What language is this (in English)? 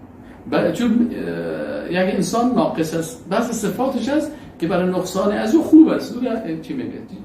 Persian